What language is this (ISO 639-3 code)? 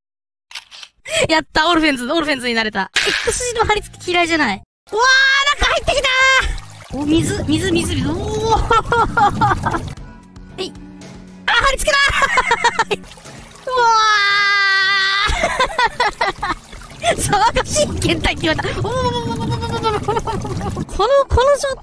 jpn